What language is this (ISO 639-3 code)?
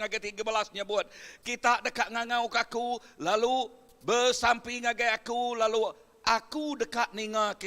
iba